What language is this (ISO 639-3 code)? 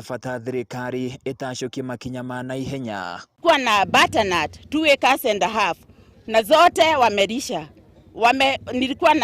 kik